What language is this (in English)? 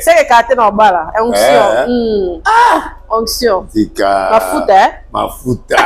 Lingala